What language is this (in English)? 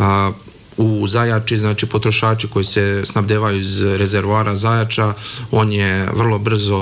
Serbian